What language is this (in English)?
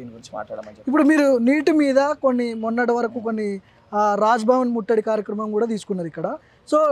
Telugu